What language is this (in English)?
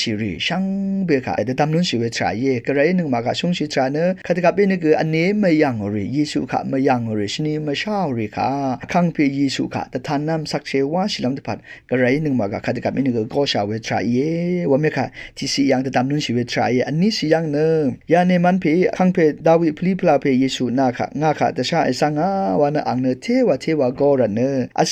Rawang